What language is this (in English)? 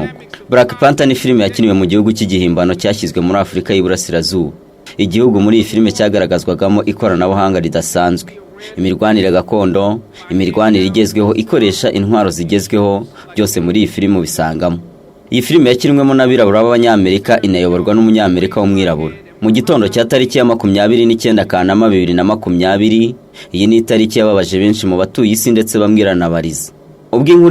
Kinyarwanda